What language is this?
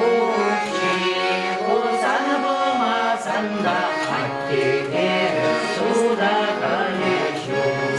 Chuvash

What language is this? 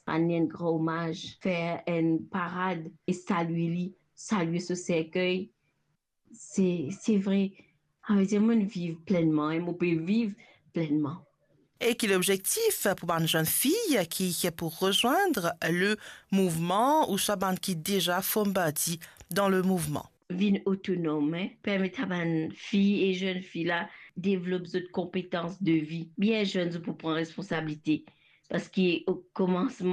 Morisyen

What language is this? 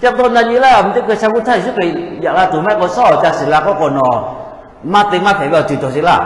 Lahu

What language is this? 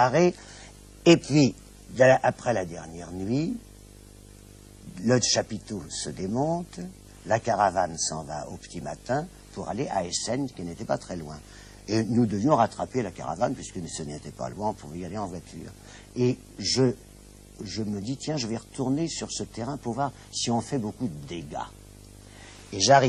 French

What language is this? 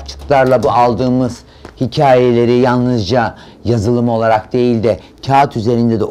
Turkish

